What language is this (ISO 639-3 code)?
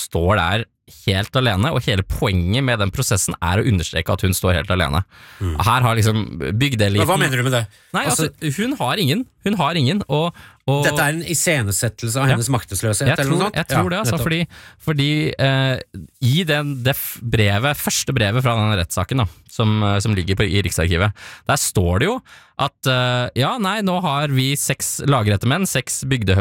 nor